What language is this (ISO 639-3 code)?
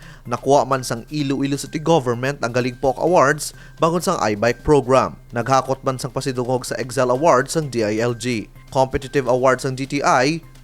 hil